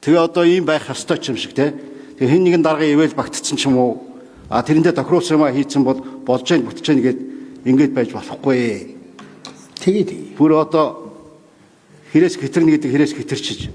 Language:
Mongolian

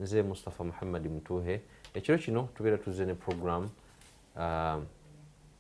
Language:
Ganda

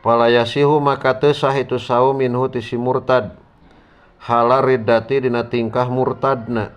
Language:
Sundanese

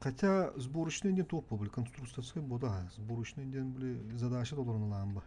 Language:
Yakut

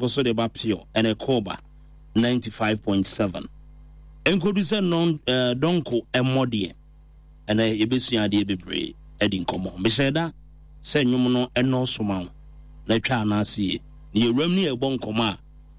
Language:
Akan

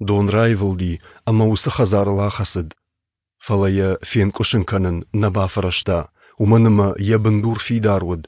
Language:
Ossetic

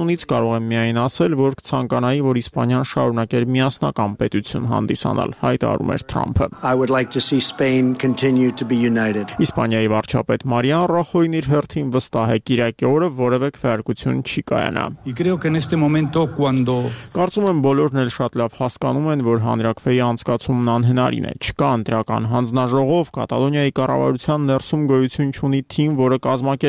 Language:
Armenian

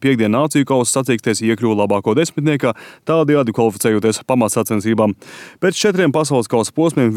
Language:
Latvian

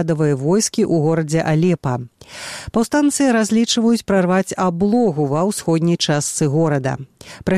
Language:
Belarusian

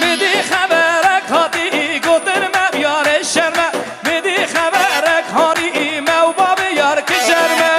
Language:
Kurdish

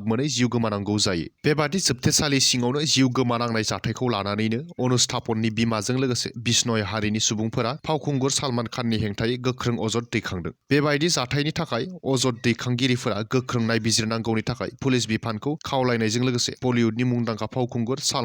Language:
Bodo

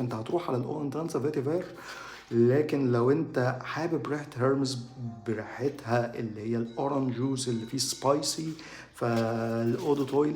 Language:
Egyptian Arabic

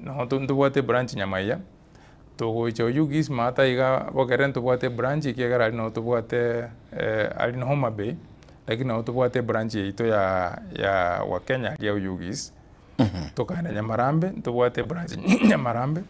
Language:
Gusii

